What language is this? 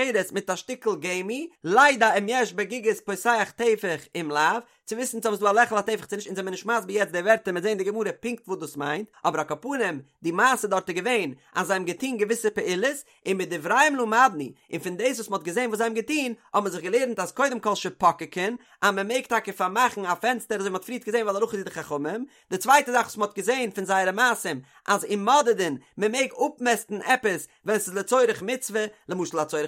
Yiddish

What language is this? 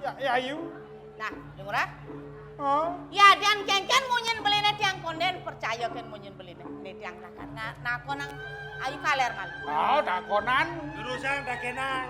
Balinese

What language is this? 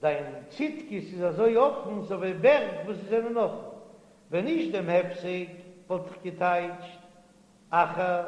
Yiddish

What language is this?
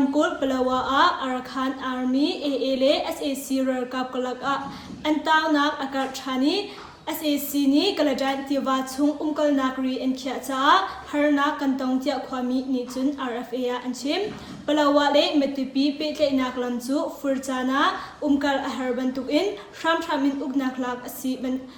Hakha Chin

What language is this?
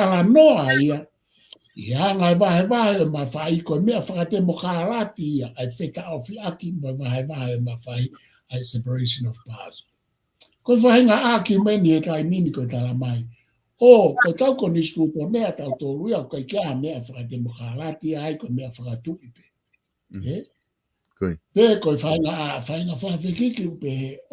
Tongan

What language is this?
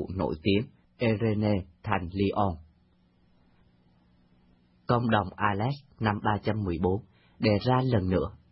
Vietnamese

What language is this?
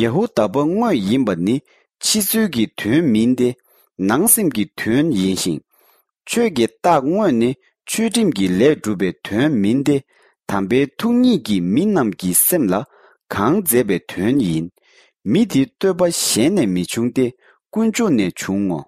Tibetan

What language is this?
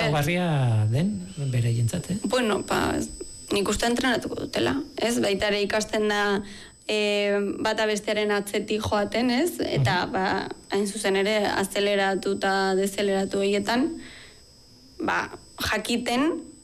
Basque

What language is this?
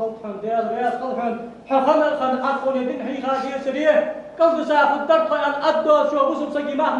Ingush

